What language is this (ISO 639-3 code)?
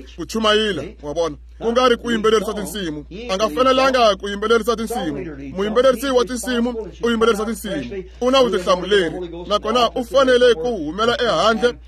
tso